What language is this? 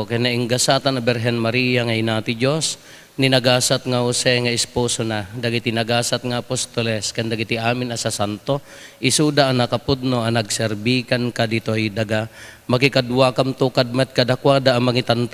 Iloko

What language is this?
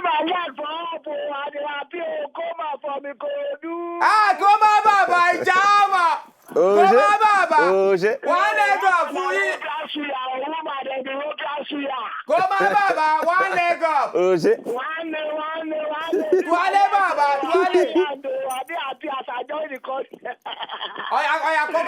Nigerian Pidgin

